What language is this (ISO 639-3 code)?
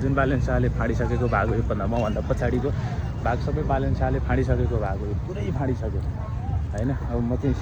nep